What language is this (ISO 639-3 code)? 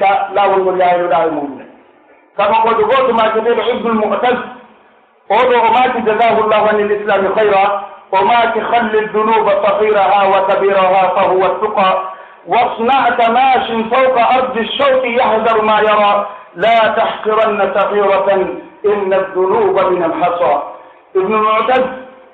fuf